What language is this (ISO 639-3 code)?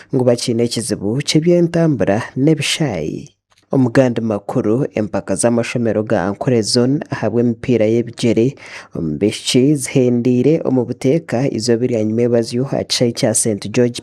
nyn